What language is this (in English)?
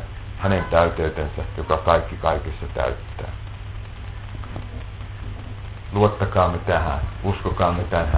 Finnish